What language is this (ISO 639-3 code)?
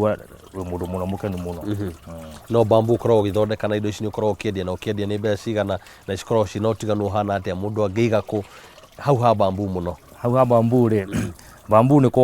kik